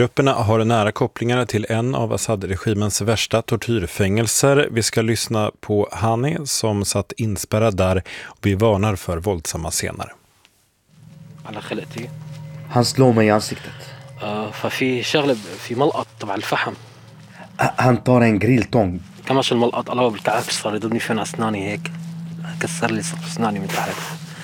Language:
Swedish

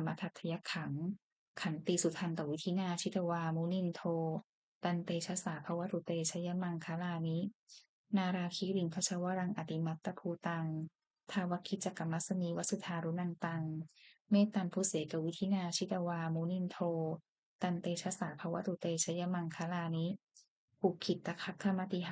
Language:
Pali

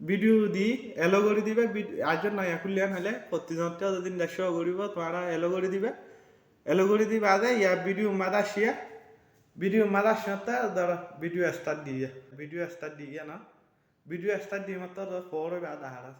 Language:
Rohingya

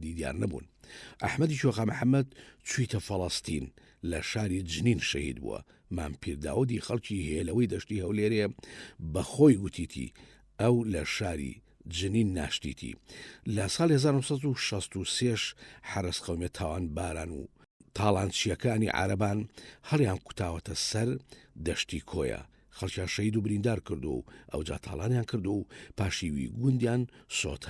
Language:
Central Kurdish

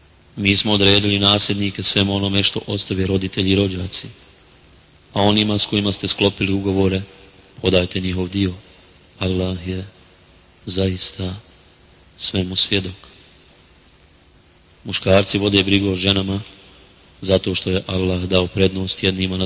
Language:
Bosnian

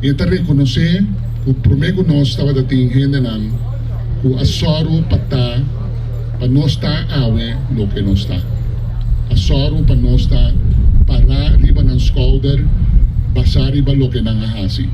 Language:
Papiamento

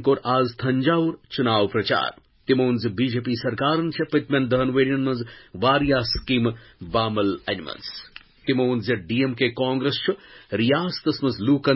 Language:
Kashmiri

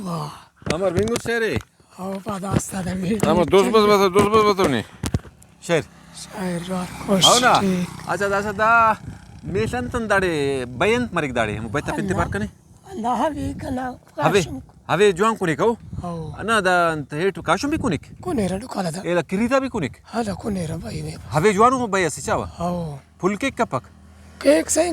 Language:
Brahui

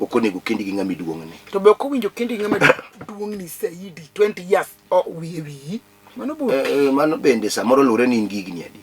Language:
Luo (Kenya and Tanzania)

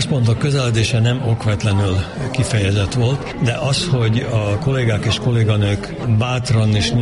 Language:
Hungarian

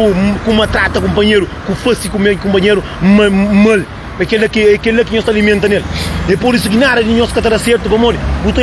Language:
Kabuverdianu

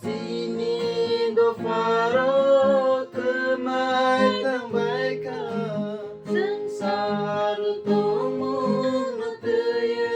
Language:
Kok Borok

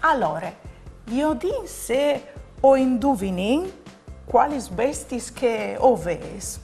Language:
Friulian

